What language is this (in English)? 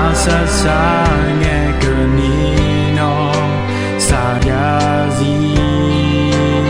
Akha